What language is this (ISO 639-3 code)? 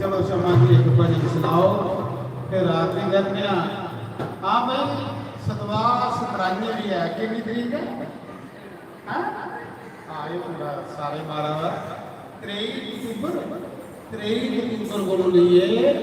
doi